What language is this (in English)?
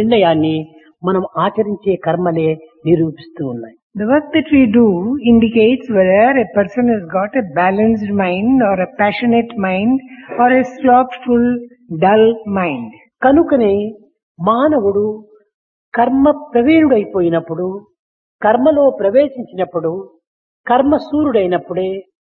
Telugu